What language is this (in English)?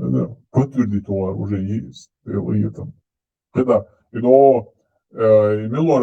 Chechen